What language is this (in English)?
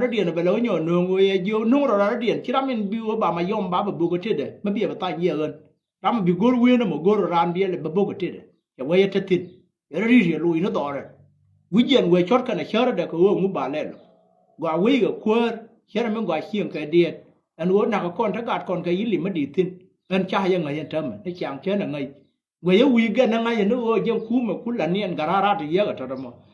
Nuer